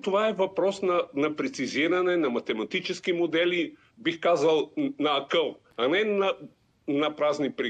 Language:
Bulgarian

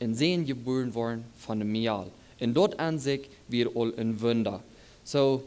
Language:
Plautdietsch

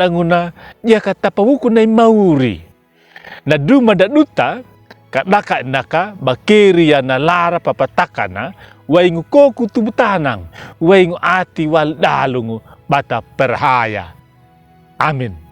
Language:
Anakalangu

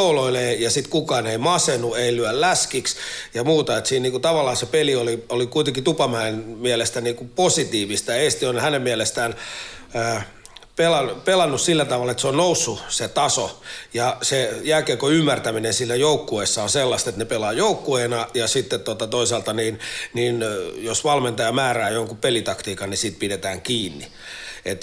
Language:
Finnish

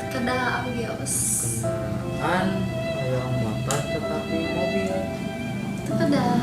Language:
Sundanese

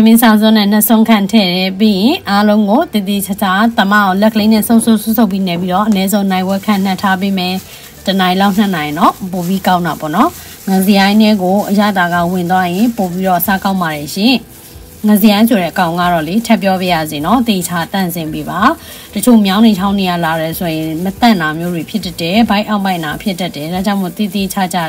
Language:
Burmese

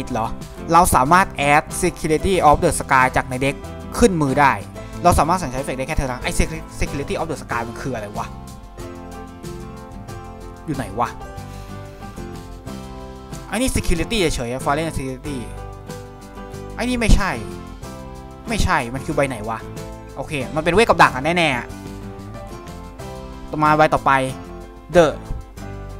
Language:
Thai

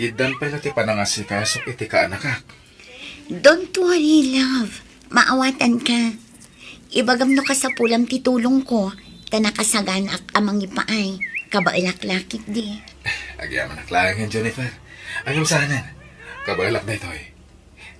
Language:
Iloko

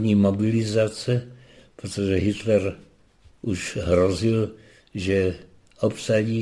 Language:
Czech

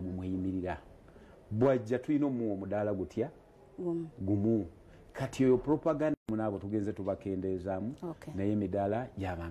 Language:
Ganda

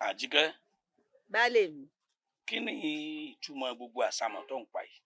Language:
Yoruba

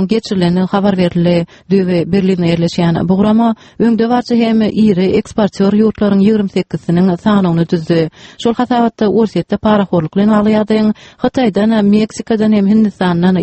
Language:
Turkmen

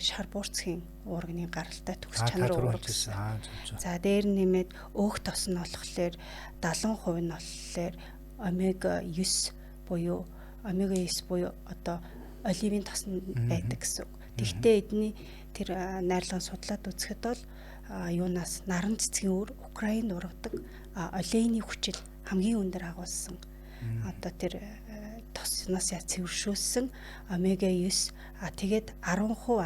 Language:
Mongolian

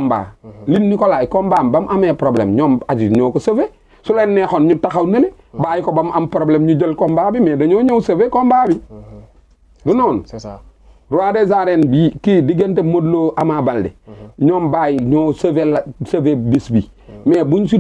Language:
Wolof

